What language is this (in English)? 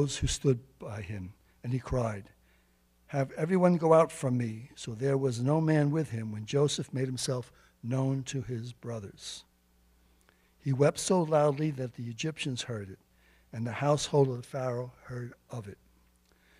English